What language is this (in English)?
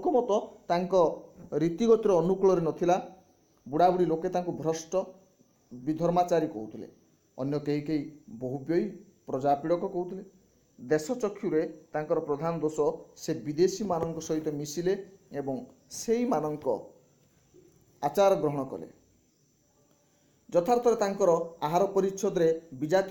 Odia